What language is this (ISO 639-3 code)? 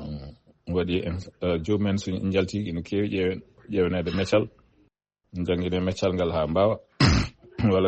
ful